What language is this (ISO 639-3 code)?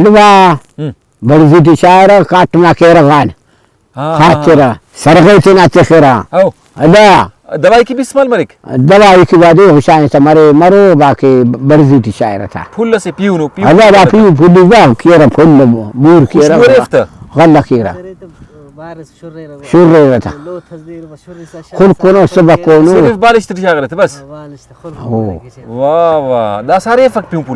brh